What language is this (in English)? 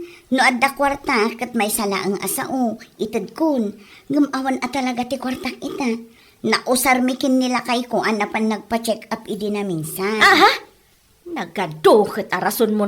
Iloko